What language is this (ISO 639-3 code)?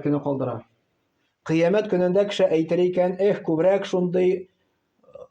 tat